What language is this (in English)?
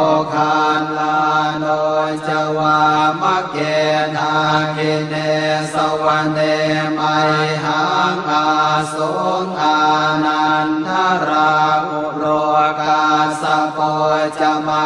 Pali